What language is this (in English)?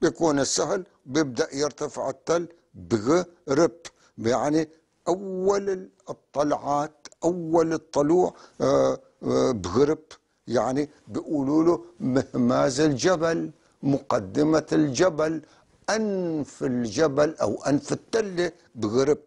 North Levantine Arabic